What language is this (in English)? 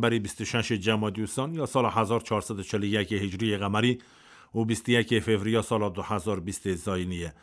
Kurdish